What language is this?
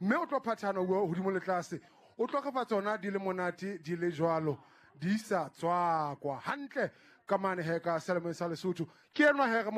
Southern Sotho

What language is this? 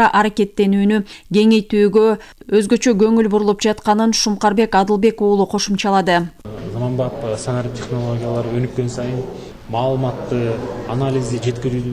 Kyrgyz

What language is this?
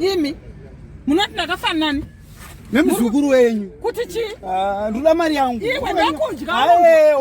Shona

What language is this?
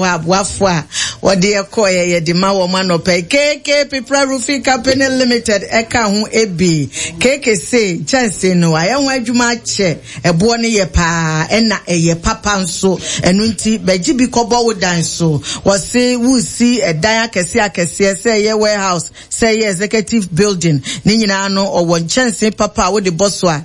Akan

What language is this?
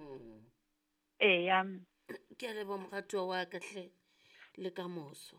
Southern Sotho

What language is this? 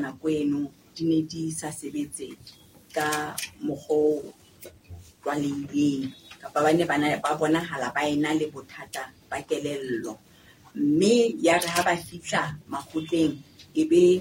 Southern Sotho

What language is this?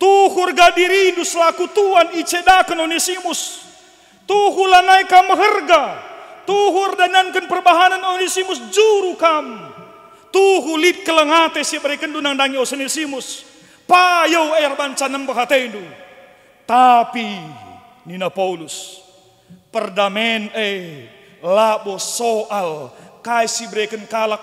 Batak Karo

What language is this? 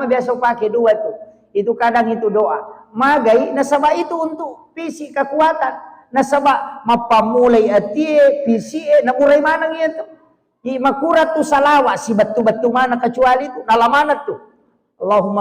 Buginese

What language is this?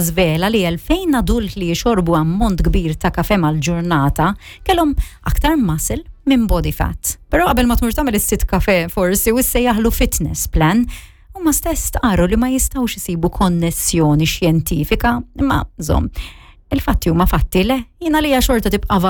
Maltese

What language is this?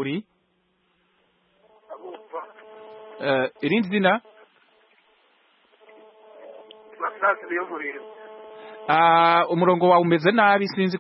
Kinyarwanda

